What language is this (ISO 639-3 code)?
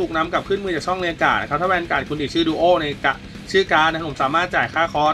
tha